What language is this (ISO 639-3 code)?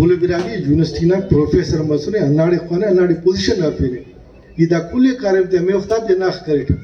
brh